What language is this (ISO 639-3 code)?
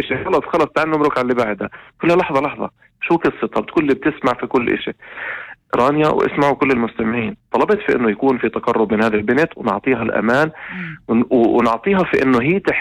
apc